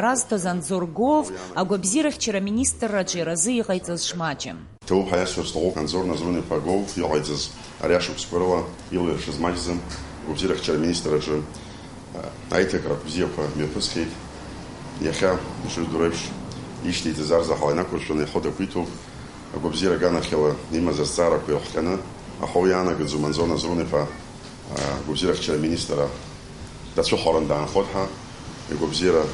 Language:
Abkhazian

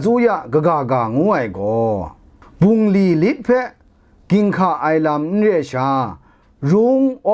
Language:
Kachin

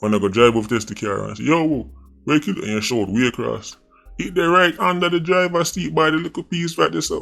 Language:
Jamaican Creole English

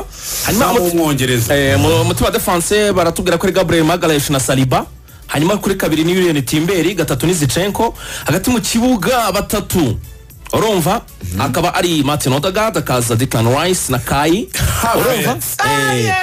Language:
Kinyarwanda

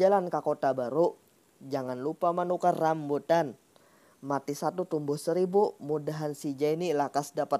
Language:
Banjar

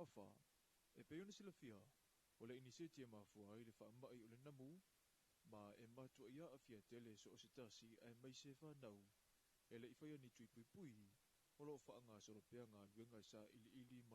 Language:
Samoan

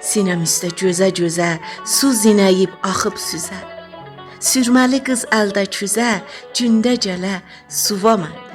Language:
South Azerbaijani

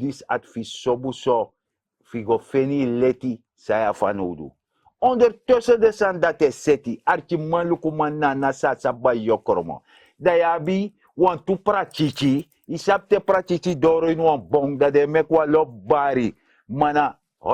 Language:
Sranan Tongo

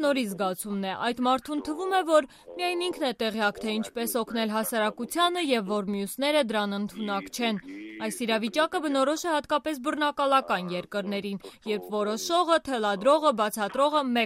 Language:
Armenian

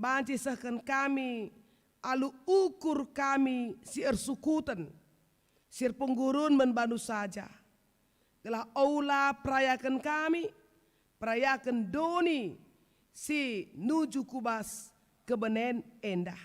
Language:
Batak Karo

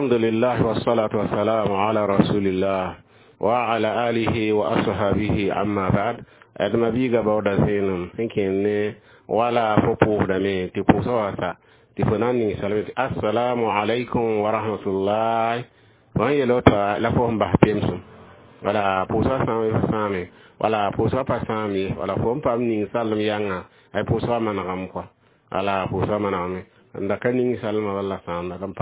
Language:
Mossi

